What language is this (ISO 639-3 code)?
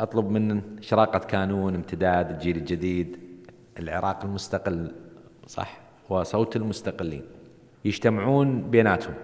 acm